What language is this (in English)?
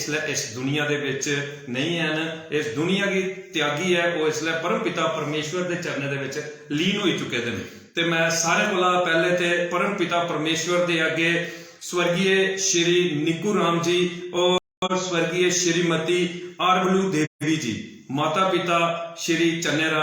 Dogri